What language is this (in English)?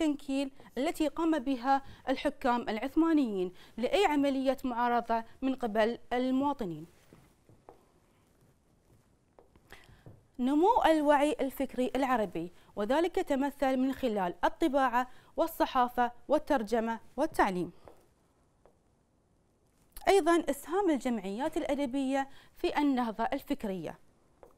Arabic